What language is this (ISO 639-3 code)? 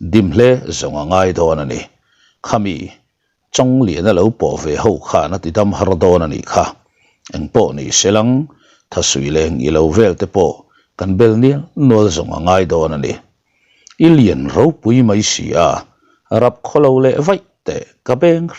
lus